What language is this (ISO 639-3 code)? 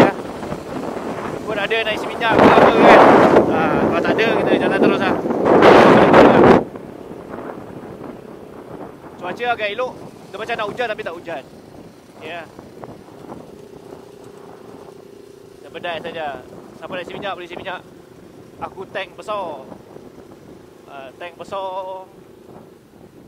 msa